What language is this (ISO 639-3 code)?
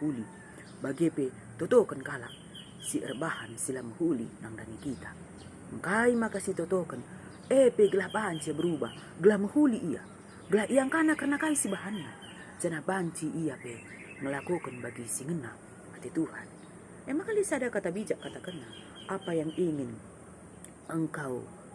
btx